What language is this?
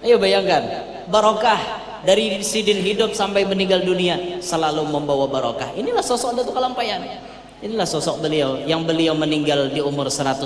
Banjar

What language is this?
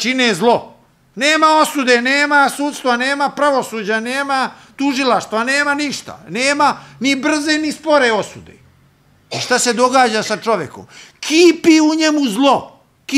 Serbian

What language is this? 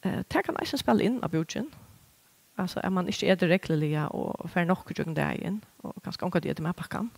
Faroese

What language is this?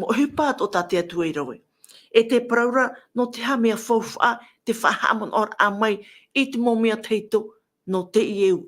Tahitian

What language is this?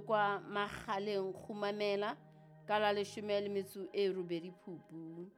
Southern Sotho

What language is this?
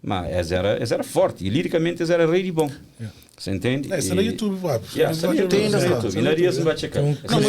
Kabuverdianu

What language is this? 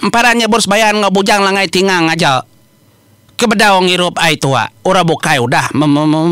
Iban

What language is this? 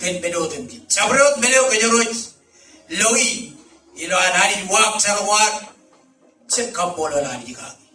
Marshallese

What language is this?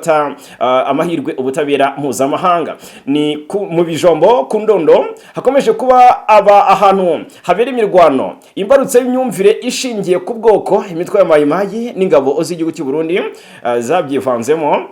Kinyarwanda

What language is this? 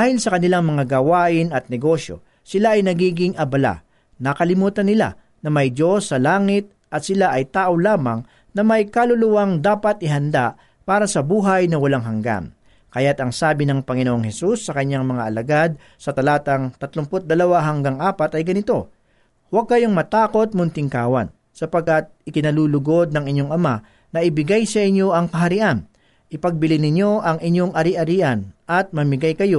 Filipino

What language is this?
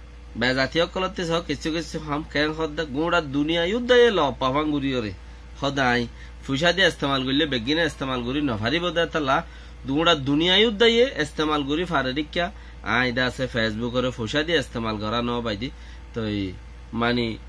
Rohingya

